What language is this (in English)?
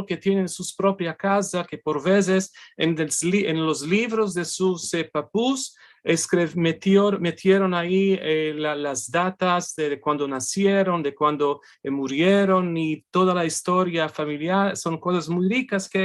Ladino